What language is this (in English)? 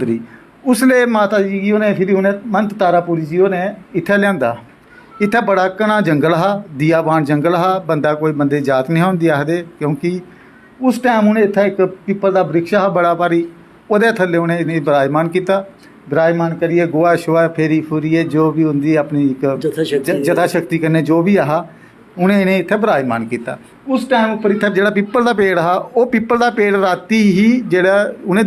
Dogri